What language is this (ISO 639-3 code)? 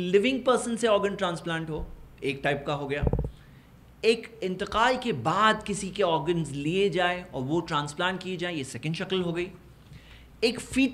urd